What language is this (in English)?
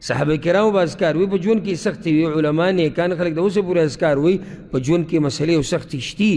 Pashto